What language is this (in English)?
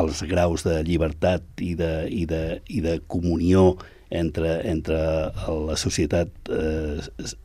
Catalan